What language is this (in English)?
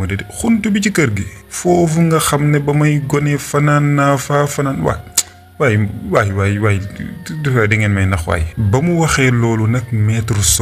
Wolof